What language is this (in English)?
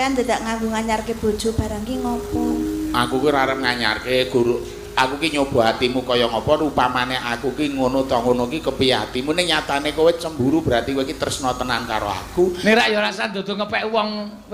Javanese